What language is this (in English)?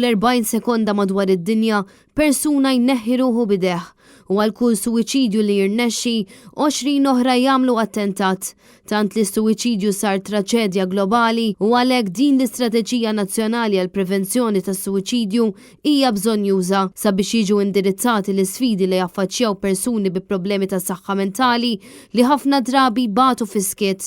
Maltese